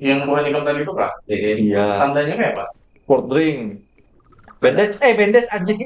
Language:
Banjar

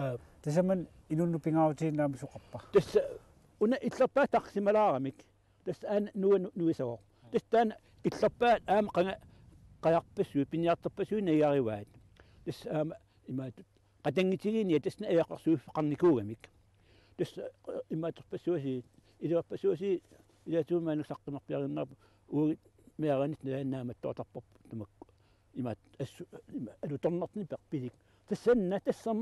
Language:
Kalaallisut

